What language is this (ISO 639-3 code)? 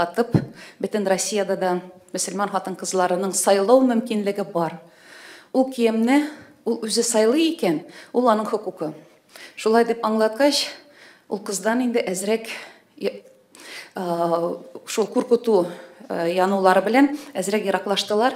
tat